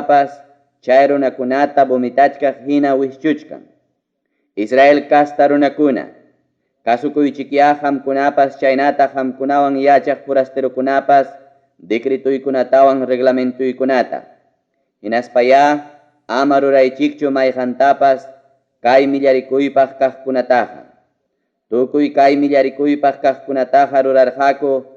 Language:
Ayacucho Quechua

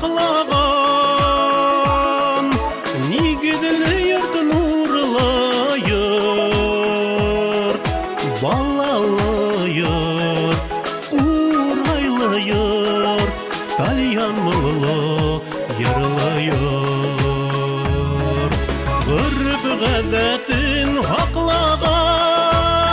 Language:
Bashkir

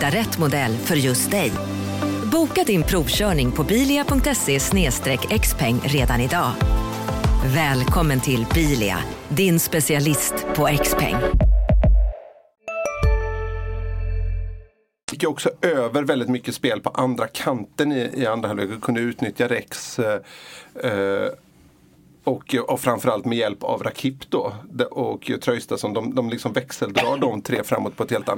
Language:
Swedish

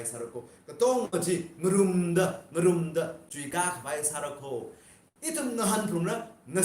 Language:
Tangkhul Naga (India)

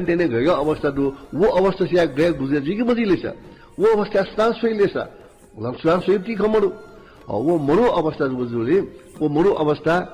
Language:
Newari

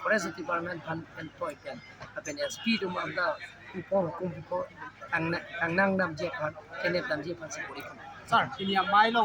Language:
Karbi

